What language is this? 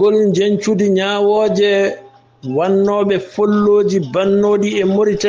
Fula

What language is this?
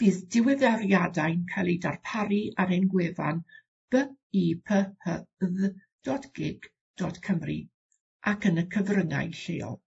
Welsh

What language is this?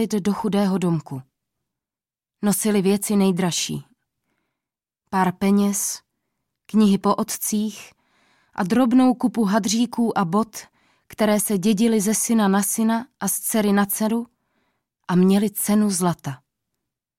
Czech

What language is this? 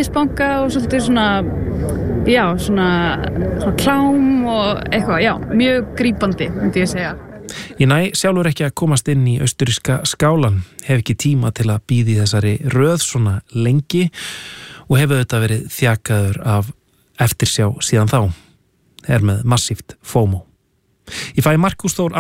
Icelandic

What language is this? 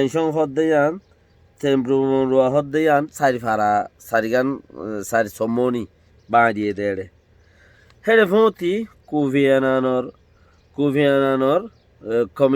Rohingya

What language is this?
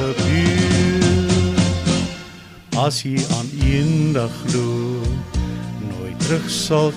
Afrikaans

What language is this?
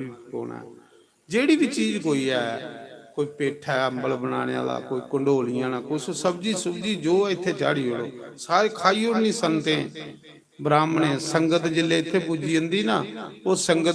Dogri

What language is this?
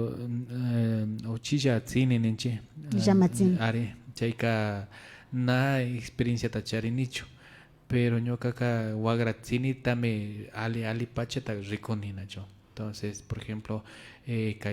Imbabura Highland Quichua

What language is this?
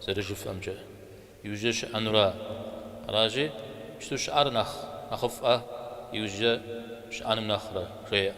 Kabardian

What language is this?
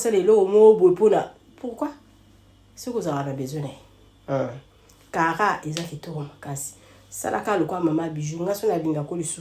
Lingala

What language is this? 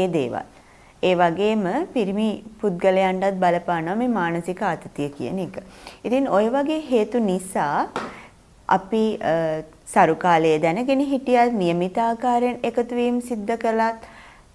Sinhala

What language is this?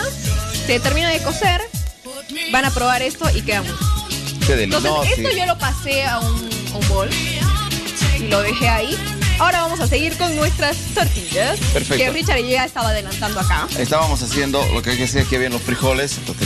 Spanish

